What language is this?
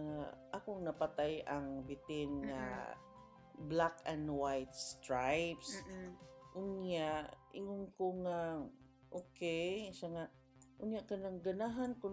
Cebuano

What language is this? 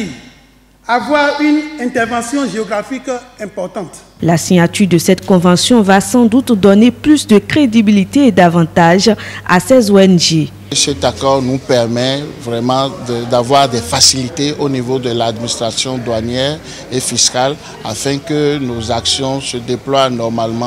French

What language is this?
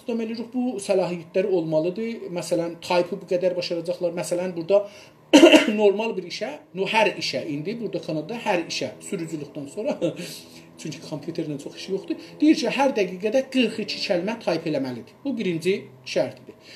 South Azerbaijani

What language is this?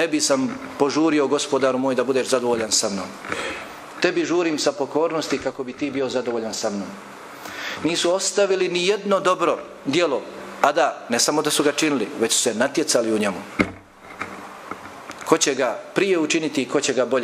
Bosnian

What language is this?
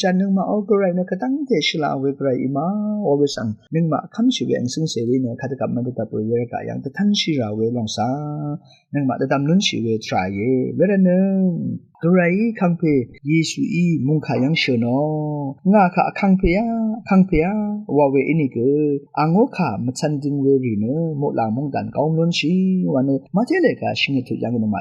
Rawang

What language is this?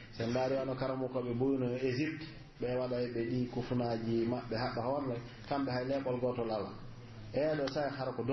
Pular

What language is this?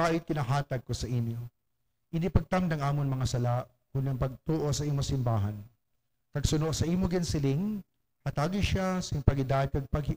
Hiligaynon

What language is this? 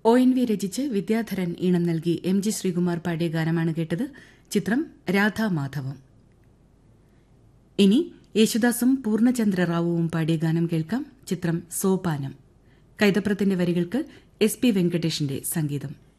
Malayalam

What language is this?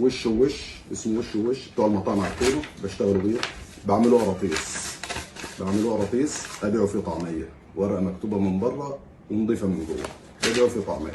Egyptian Arabic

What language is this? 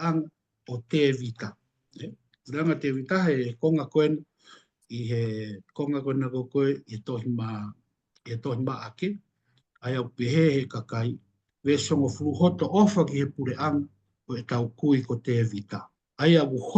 Tongan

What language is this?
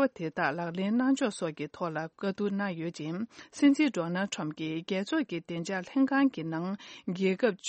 Tibetan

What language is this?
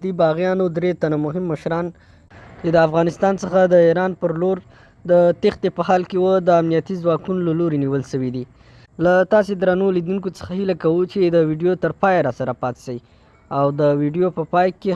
Pashto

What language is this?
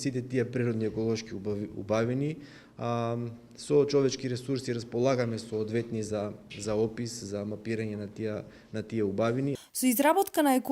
Macedonian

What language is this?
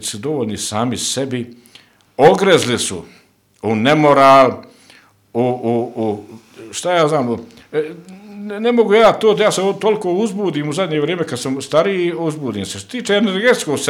Bosnian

